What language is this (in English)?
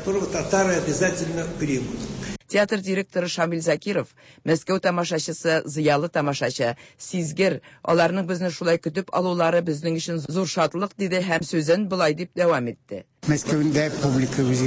Tatar